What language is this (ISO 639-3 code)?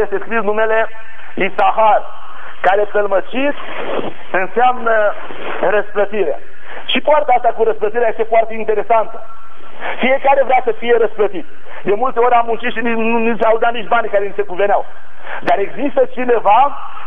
ron